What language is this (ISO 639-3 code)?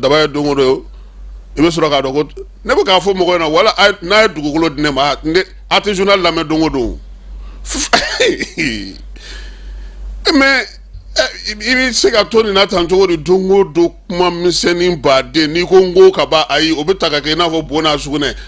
bam